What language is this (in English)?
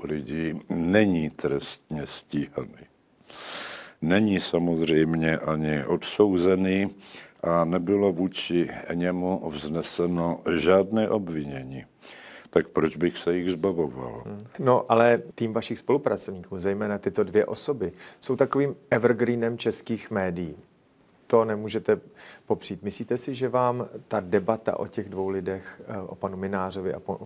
Czech